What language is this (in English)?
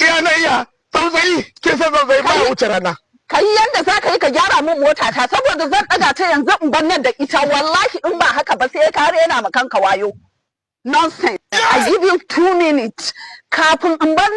Hausa